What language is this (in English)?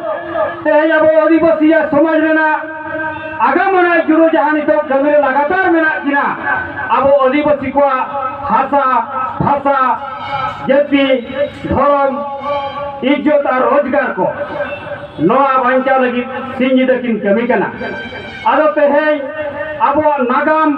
Santali